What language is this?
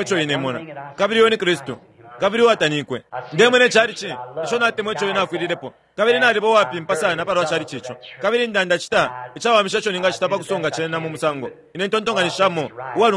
Bemba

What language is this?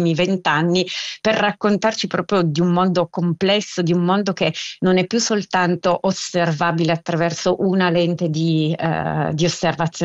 Italian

